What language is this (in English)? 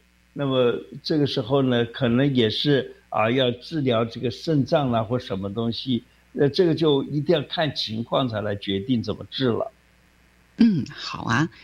Chinese